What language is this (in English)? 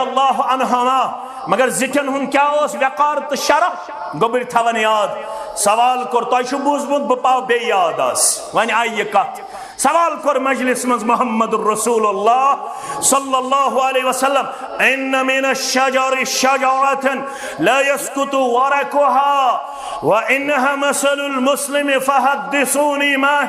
Kashmiri